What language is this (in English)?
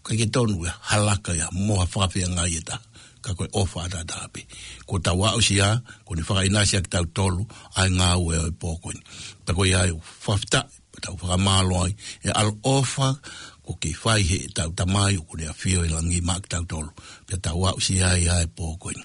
Tongan